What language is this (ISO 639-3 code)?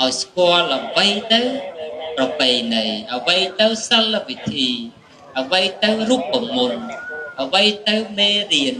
khm